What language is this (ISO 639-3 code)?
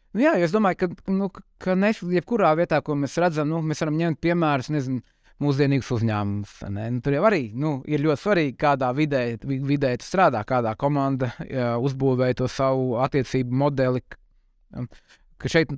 lav